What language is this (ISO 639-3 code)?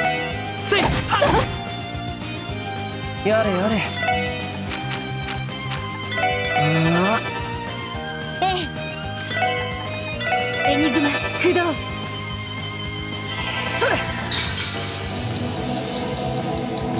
jpn